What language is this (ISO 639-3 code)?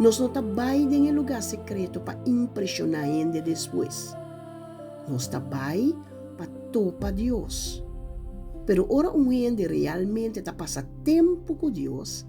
pap